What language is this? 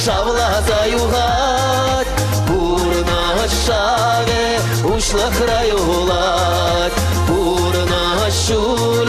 Chuvash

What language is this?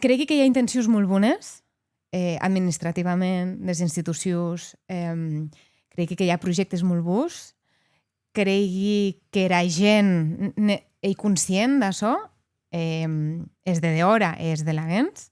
Occitan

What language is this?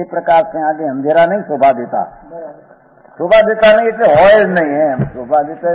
Gujarati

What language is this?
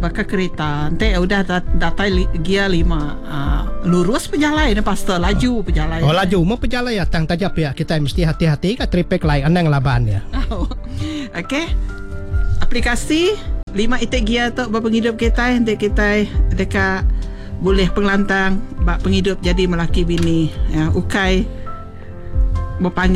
Iban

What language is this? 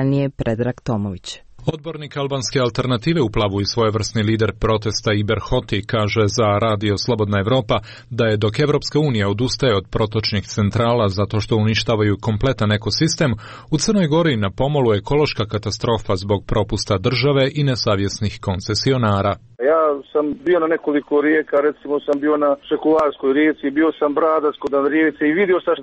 Croatian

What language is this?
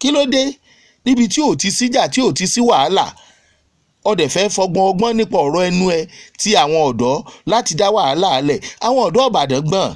Yoruba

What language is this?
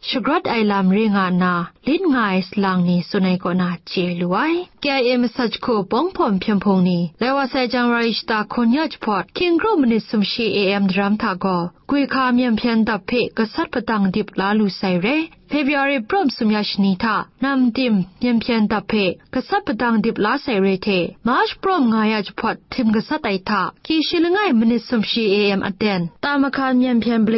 Kachin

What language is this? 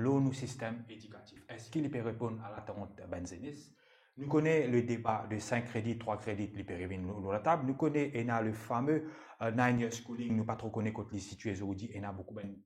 Morisyen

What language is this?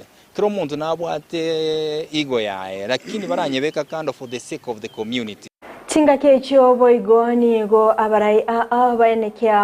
Gusii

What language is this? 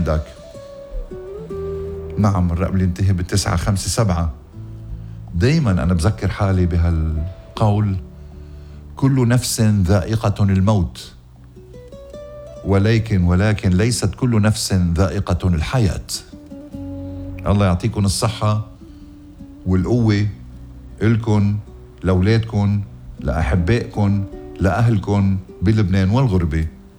North Levantine Arabic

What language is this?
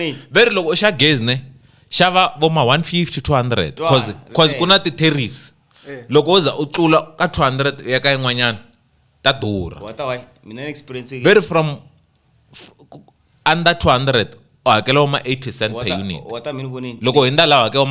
Tsonga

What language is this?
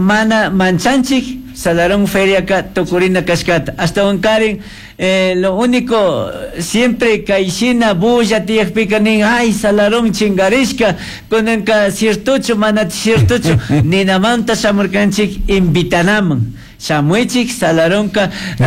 Chimborazo Highland Quichua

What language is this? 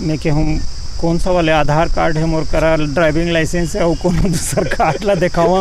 Chhattisgarhi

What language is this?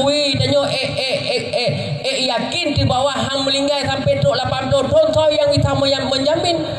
Achinese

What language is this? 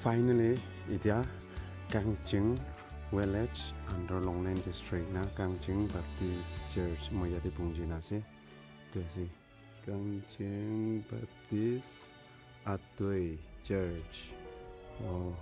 Naga Pidgin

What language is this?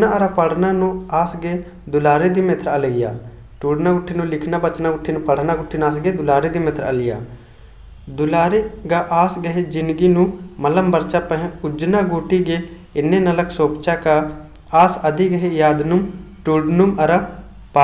Kurukh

